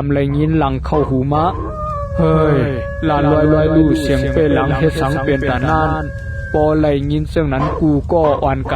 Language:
Shan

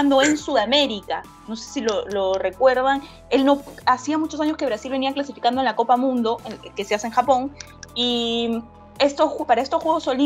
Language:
Spanish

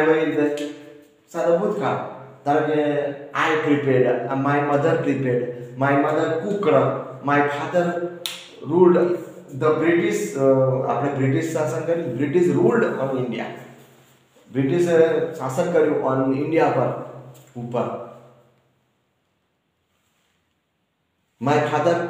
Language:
Gujarati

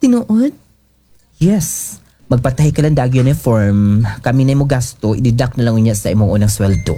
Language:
Cebuano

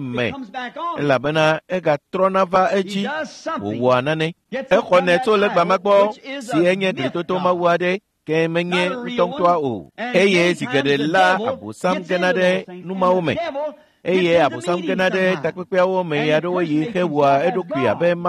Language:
Ewe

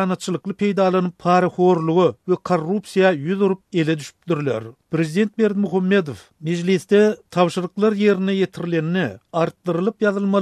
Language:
Turkmen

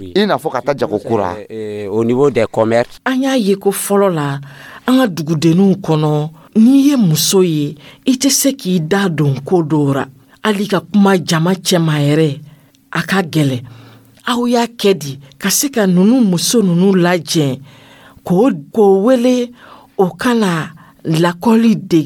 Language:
Dyula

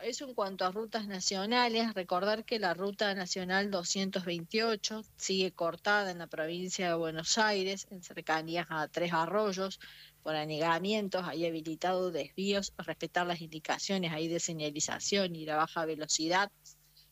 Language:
Spanish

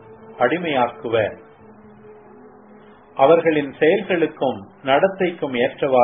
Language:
Tamil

